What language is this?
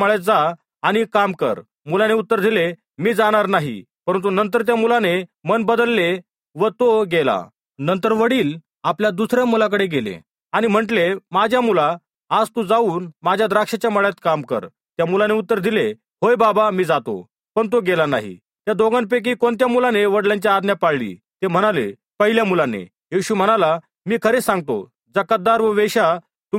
Marathi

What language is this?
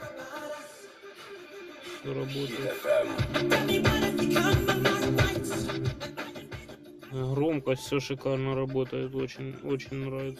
Russian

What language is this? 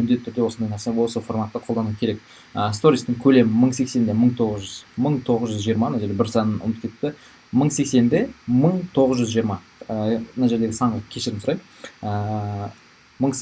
Kazakh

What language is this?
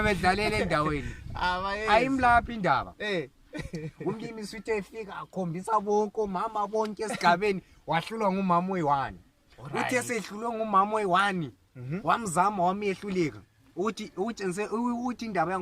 Zulu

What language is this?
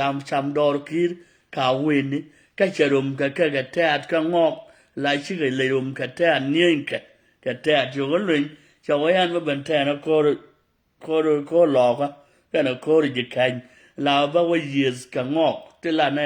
Nuer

